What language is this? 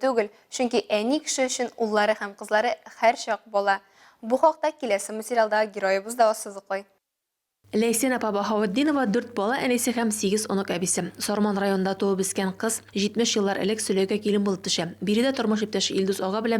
Tatar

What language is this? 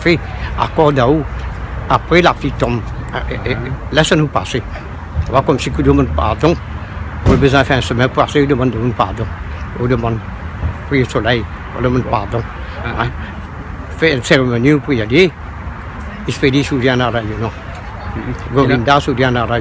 Réunion Creole French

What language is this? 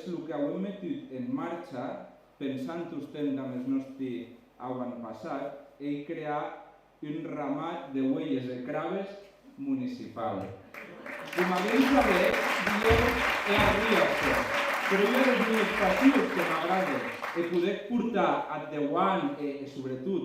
Occitan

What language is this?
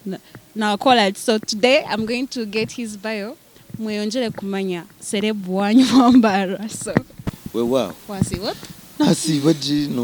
Nyankole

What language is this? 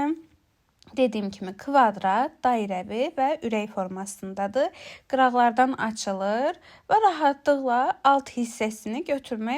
Azerbaijani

